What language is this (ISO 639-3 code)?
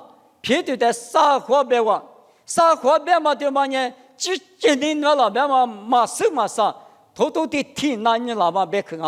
lis